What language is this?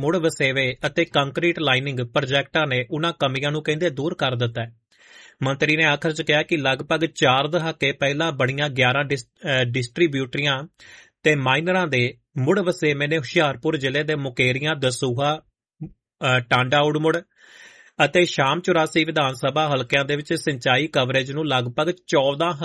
Punjabi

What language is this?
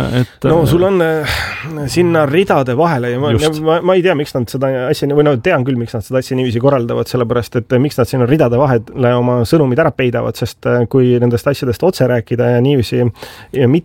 Estonian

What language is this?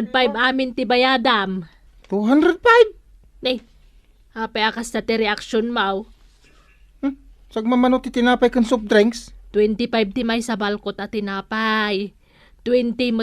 Iloko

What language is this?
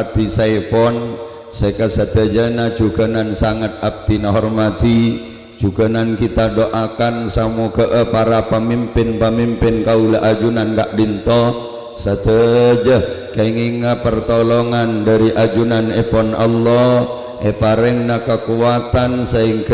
Madurese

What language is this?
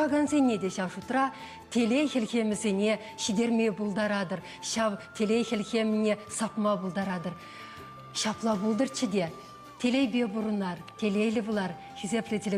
Chuvash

